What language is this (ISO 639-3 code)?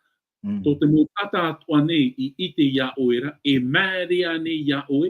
tah